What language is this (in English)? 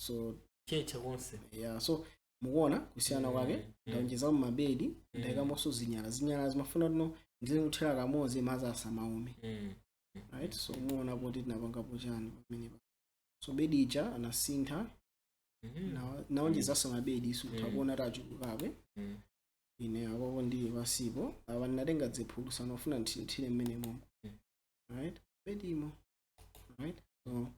Nyanja